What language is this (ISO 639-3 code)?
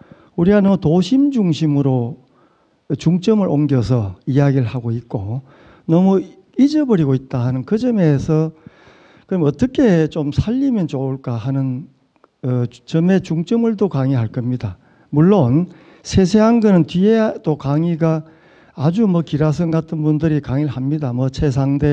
kor